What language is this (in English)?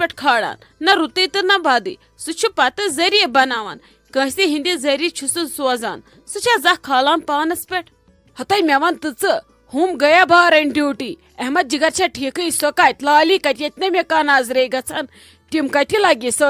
Kashmiri